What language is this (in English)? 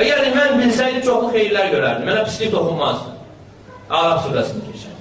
Azerbaijani